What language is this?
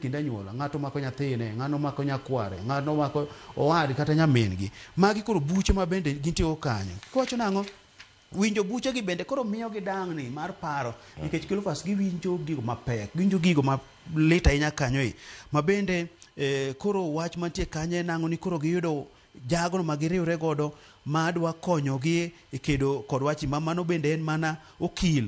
Luo (Kenya and Tanzania)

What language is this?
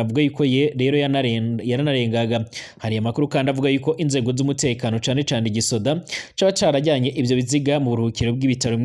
Rundi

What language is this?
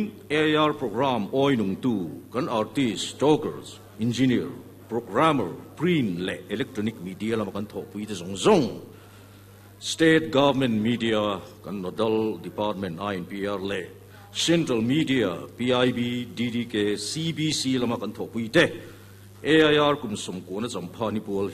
Mizo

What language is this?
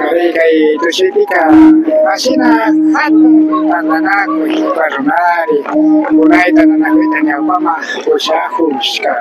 Imbabura Highland Quichua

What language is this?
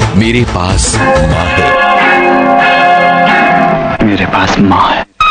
Hindi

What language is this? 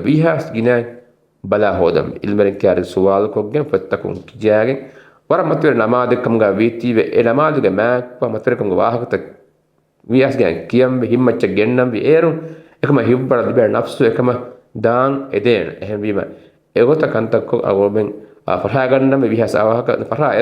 Divehi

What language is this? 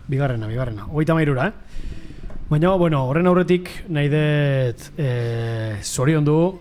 Basque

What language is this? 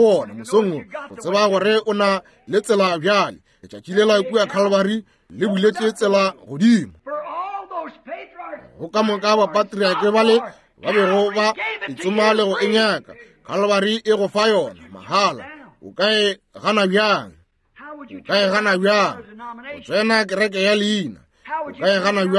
Northern Sotho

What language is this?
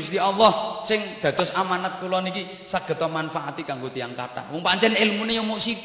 Javanese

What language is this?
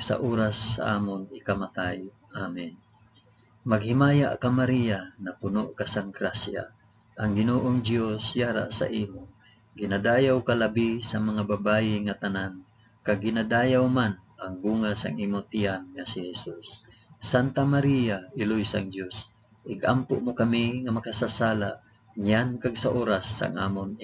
Hiligaynon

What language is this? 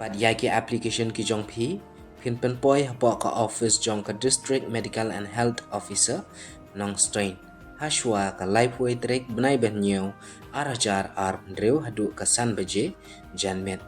Khasi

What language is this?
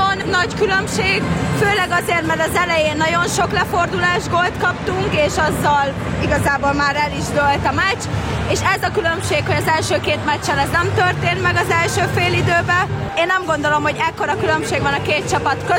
Hungarian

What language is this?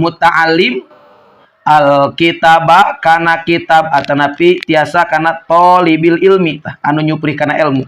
Sundanese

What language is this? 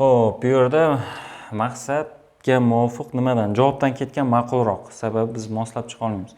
Uzbek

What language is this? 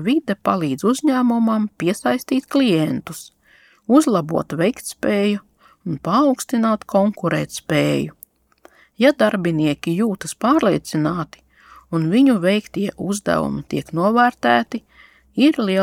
Latvian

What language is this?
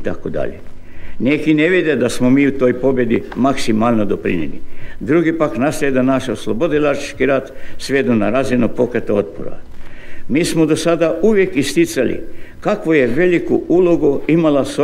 Croatian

